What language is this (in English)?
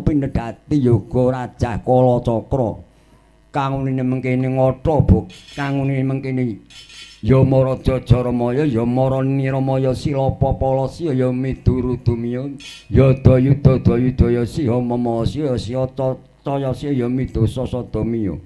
Javanese